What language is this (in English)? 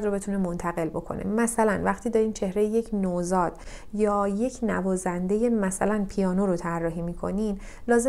Persian